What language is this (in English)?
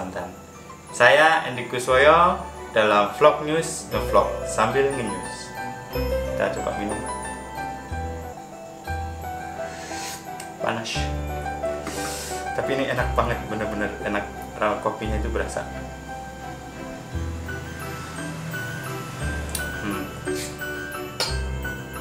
Indonesian